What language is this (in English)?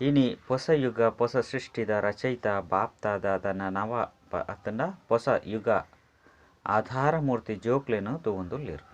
Tulu